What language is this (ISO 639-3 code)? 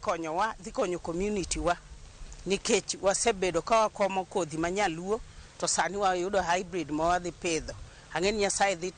luo